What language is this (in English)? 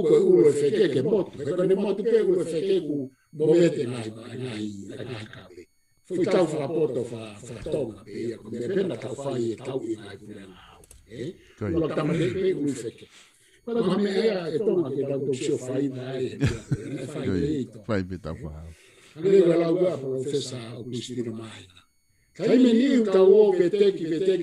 Tongan